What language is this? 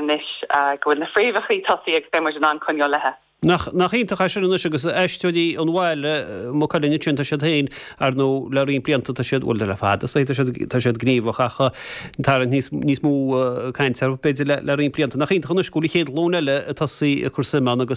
Irish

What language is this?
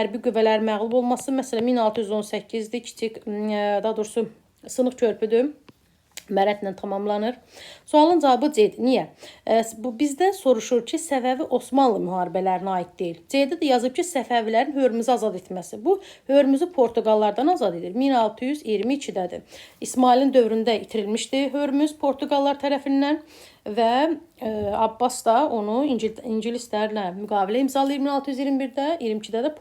Azerbaijani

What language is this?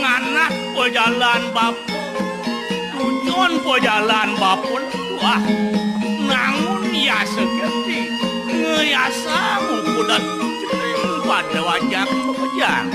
Balinese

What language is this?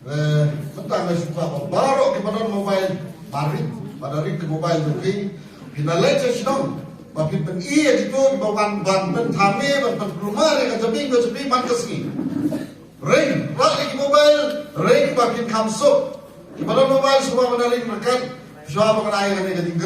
Khasi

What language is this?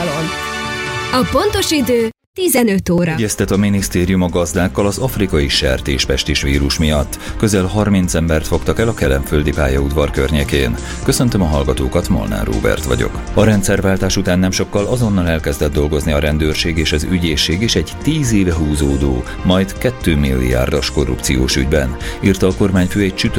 Hungarian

